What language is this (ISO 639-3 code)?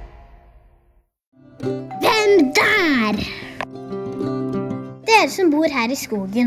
nor